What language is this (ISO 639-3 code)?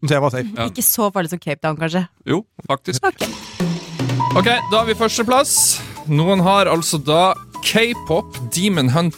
nor